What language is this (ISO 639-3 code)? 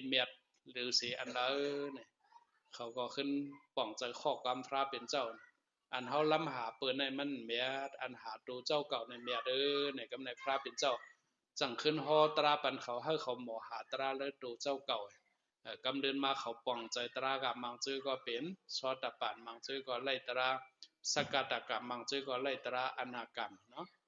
shn